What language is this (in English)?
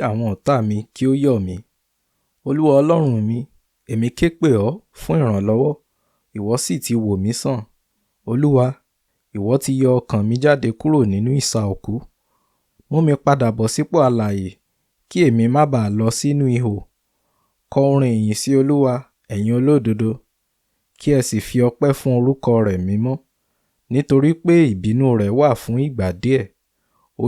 Yoruba